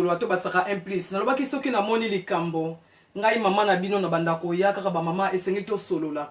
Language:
Lingala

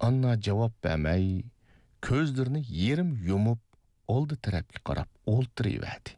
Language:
Uyghur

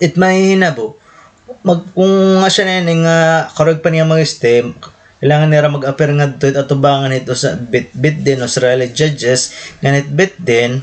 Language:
Waray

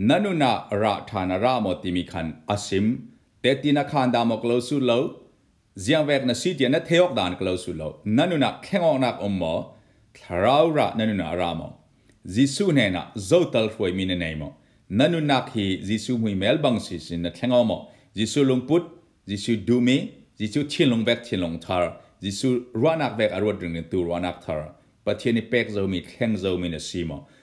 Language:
Falam Chin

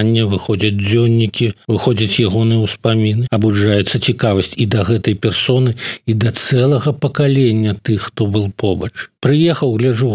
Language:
Belarusian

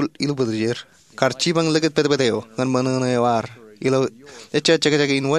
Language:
Marshallese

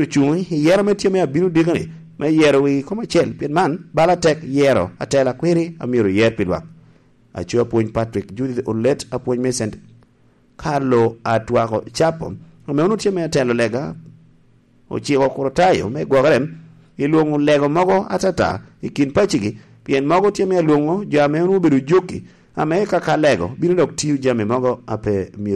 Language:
Lango (Uganda)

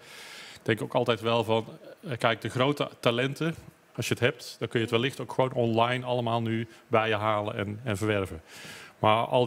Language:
Dutch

